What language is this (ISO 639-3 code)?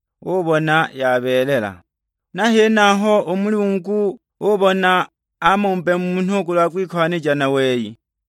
suk